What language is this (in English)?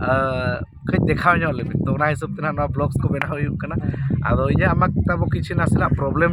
Santali